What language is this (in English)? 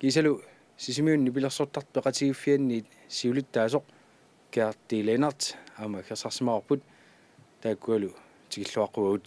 Kalaallisut